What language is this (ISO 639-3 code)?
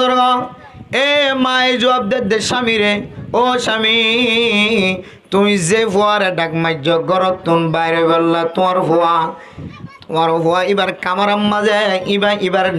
rhg